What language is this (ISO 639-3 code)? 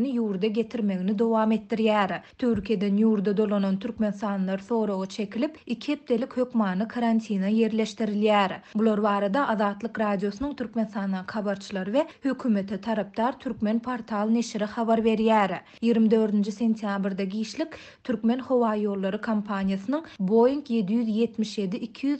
tuk